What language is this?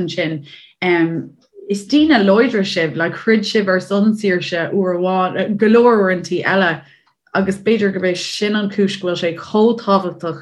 Irish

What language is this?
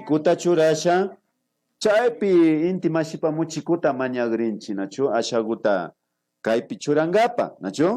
Imbabura Highland Quichua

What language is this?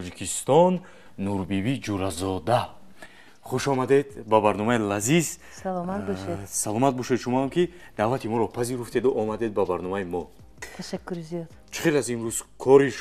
Tajik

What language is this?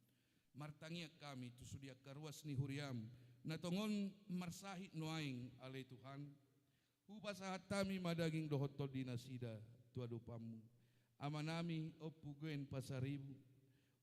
Batak Toba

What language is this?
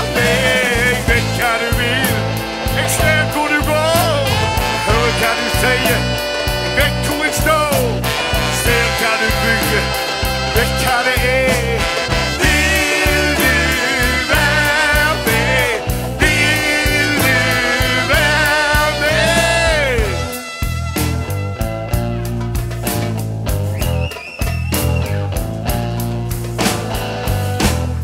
Norwegian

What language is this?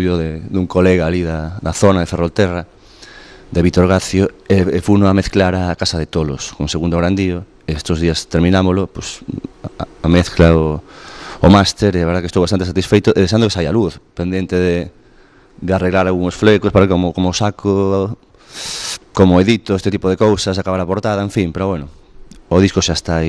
Galician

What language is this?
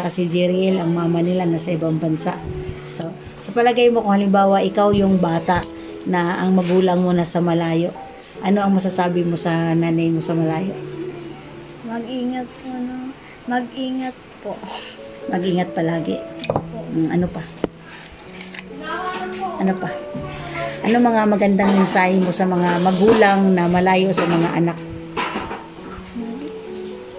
Filipino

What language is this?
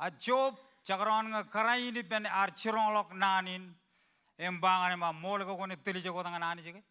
Marshallese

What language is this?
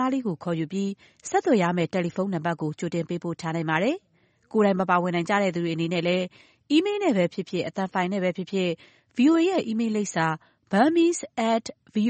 Burmese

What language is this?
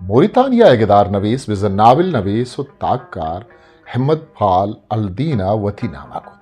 Eastern Balochi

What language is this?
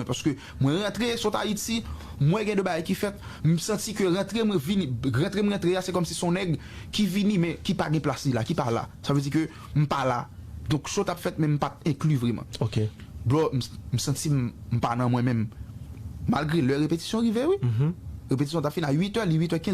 Haitian Creole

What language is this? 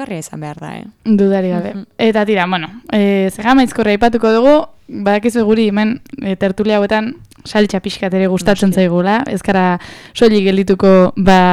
Basque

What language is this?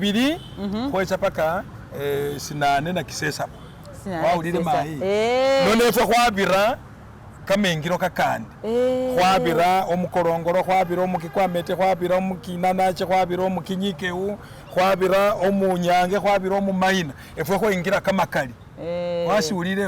Masaaba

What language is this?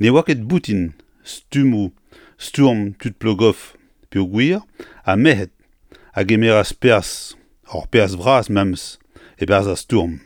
Breton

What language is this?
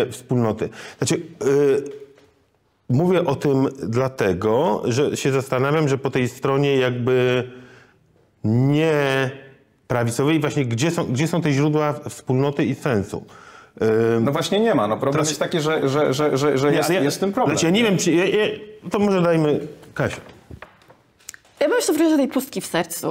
Polish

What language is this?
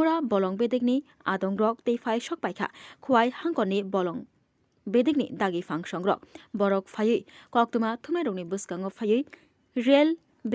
Kok Borok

